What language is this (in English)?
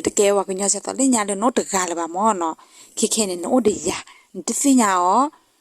S'gaw Karen